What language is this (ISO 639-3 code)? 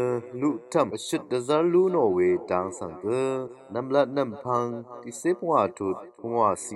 raw